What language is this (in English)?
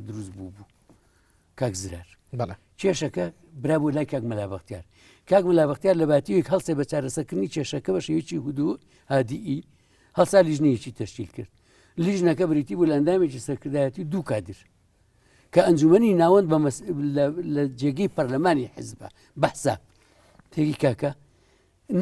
Central Kurdish